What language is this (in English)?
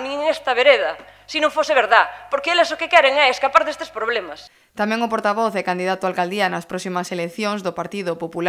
Galician